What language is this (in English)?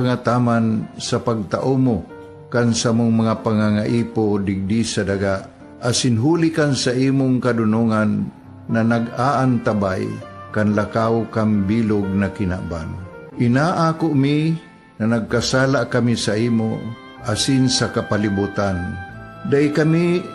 Bikol